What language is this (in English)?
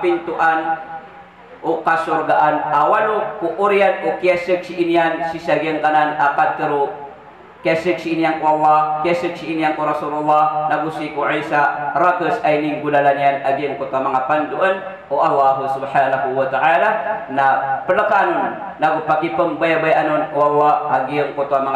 Maranao